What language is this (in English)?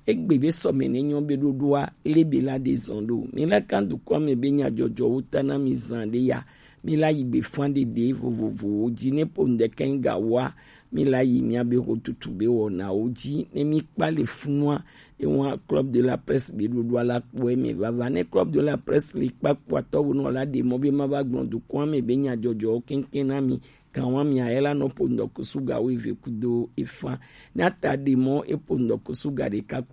Gen